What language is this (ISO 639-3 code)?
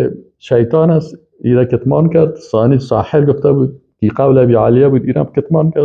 fas